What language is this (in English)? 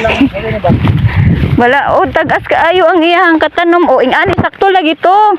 Cebuano